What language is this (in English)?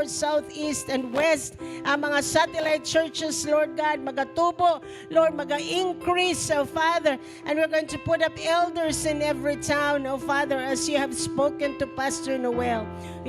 Cebuano